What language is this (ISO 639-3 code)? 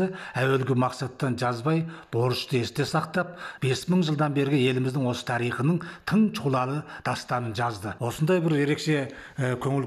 kaz